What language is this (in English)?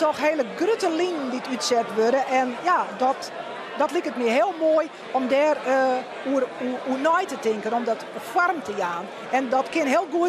Western Frisian